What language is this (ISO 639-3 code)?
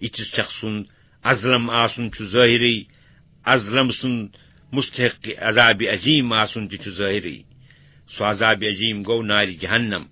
kas